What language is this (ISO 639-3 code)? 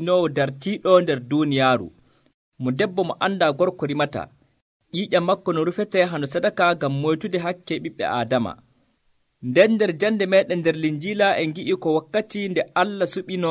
fuv